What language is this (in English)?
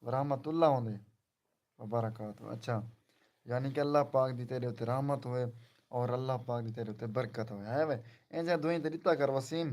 Saraiki